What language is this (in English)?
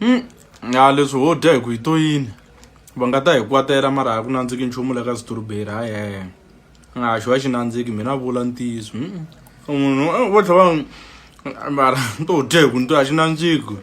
Tsonga